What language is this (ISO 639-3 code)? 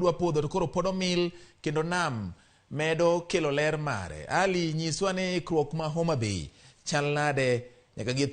luo